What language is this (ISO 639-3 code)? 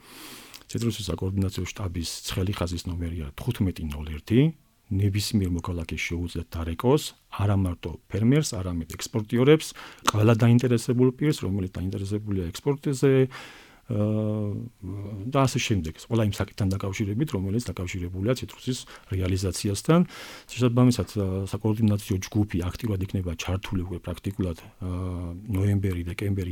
kat